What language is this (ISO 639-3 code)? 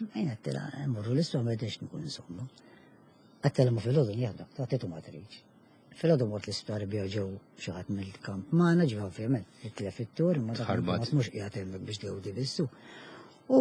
mlt